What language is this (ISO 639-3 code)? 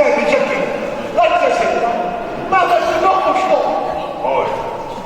nap